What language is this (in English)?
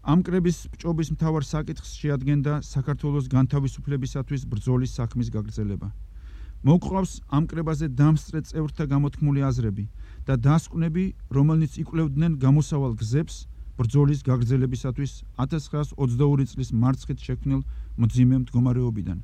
Georgian